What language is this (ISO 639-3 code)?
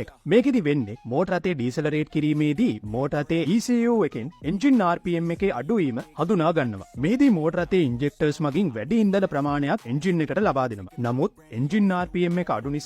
sin